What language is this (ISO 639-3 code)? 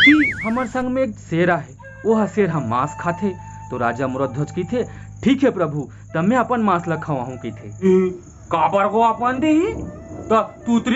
hne